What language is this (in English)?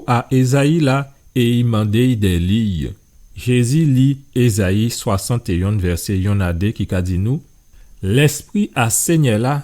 Guadeloupean Creole French